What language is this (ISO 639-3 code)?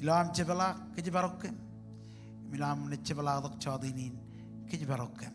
mah